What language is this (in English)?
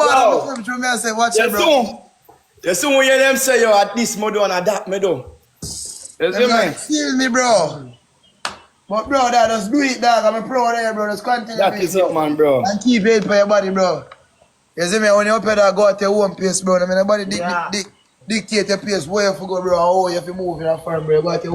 Jamaican Creole English